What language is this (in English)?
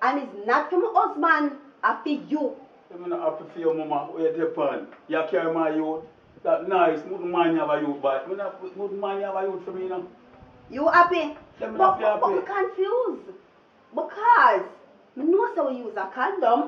Jamaican Creole English